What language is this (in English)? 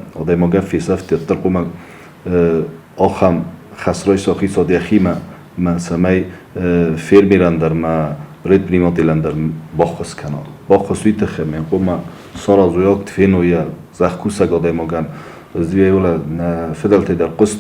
Ossetic